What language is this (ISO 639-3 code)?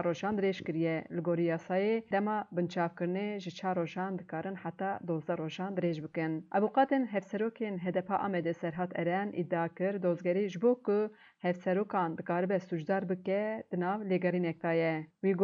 kur